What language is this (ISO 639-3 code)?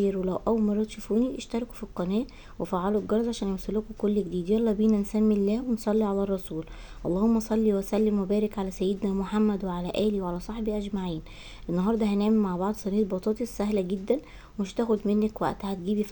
arz